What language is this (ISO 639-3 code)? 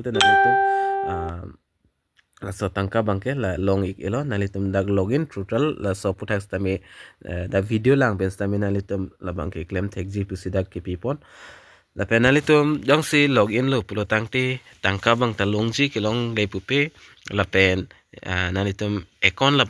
mjw